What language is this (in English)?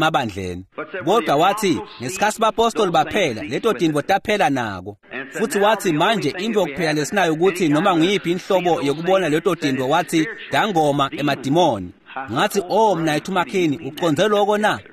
Swati